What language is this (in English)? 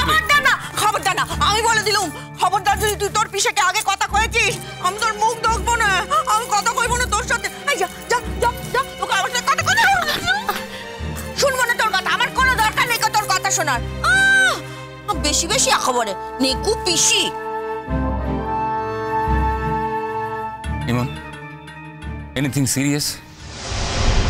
Bangla